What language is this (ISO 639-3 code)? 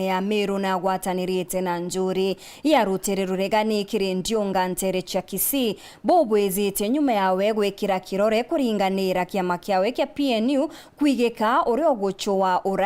mer